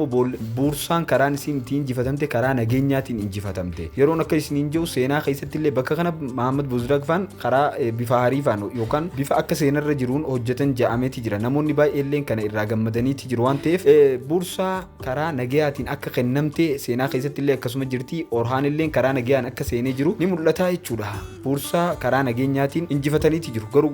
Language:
Oromo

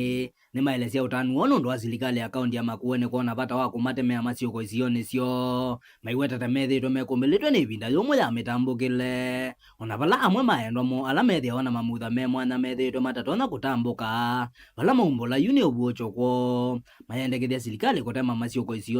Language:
Kamba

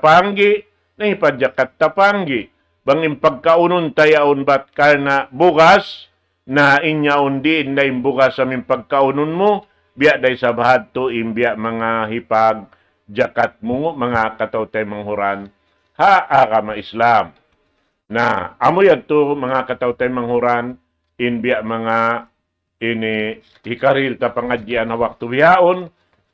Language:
Tausug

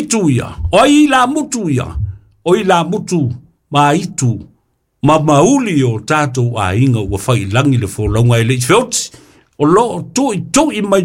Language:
Samoan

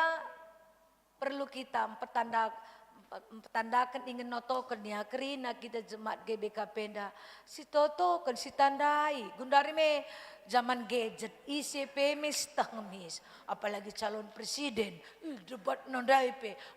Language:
Batak Karo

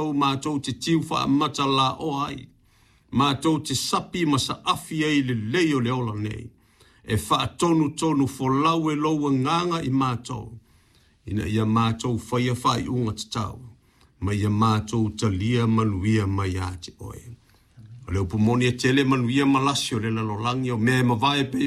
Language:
Samoan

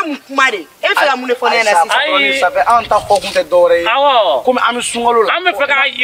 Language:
Bambara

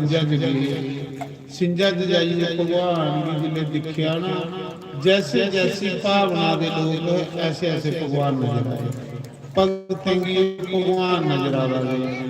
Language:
Dogri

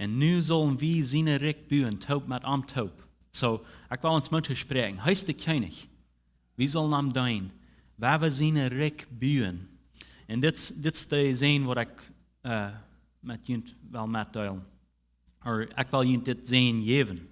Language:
Plautdietsch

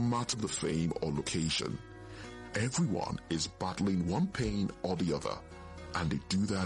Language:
English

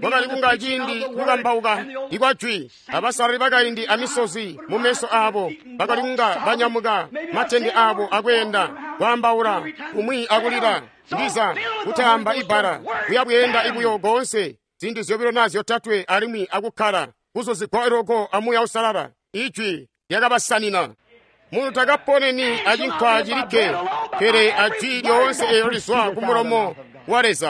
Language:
Tonga (Zambia)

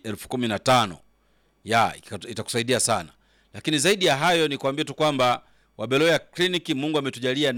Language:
Swahili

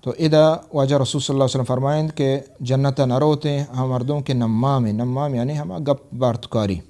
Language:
Baluchi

